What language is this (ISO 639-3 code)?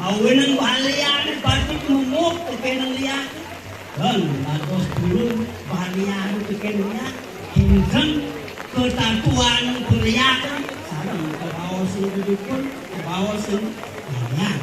ban